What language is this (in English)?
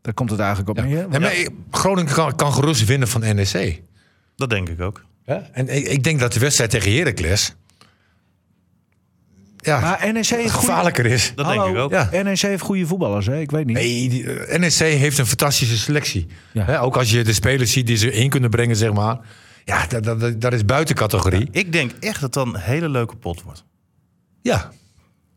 Dutch